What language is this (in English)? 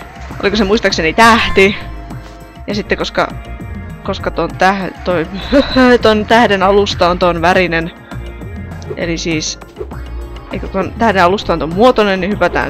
Finnish